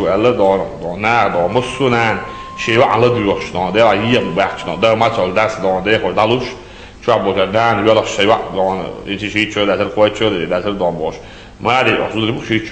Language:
Chechen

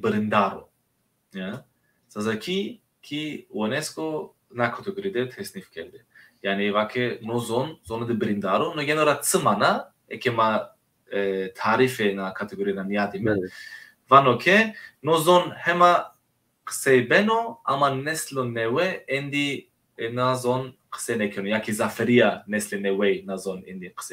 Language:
Zaza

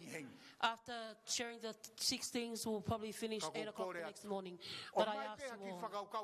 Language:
Tongan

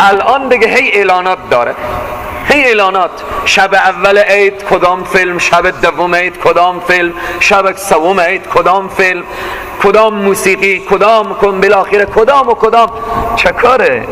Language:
Persian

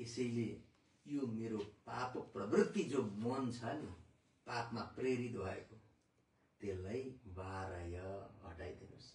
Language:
Nepali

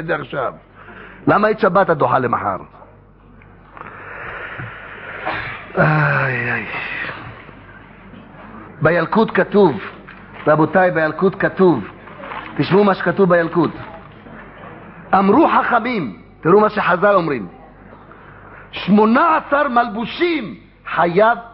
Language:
Hebrew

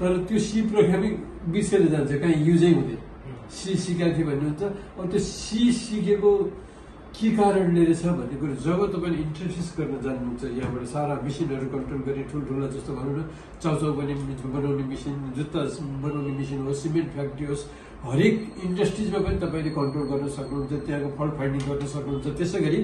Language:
Nepali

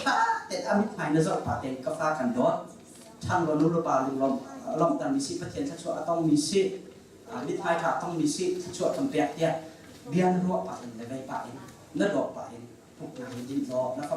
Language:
Hakha Chin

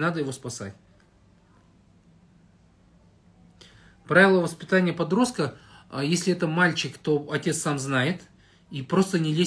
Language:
Russian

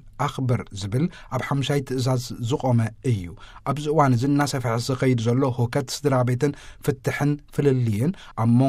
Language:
Tigrinya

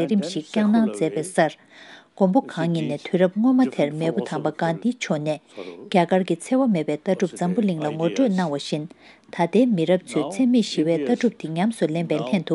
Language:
Tibetan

